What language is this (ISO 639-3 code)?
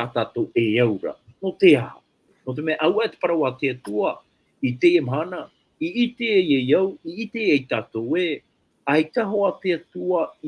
tah